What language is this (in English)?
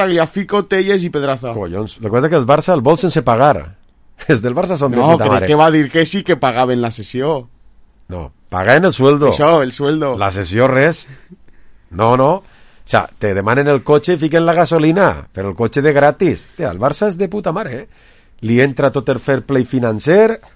Catalan